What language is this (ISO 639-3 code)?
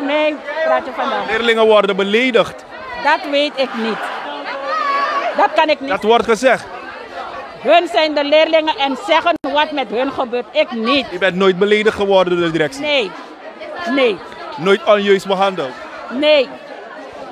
nld